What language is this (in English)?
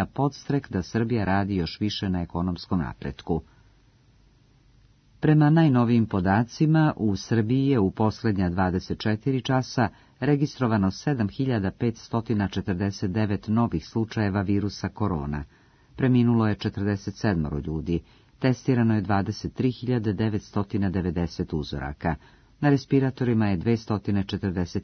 Serbian